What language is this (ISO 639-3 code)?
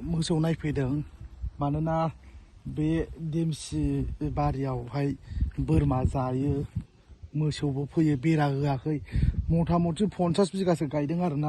brx